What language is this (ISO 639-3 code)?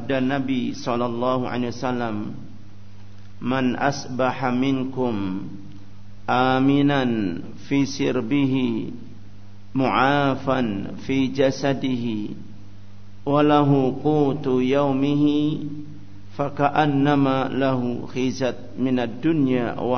ind